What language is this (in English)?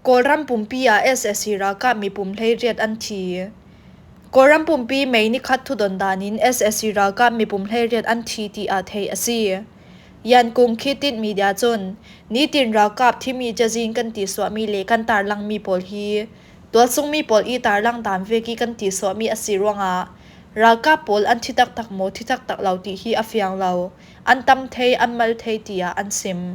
Falam Chin